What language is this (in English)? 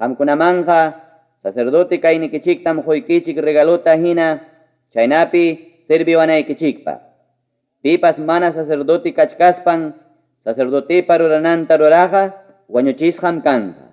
Ayacucho Quechua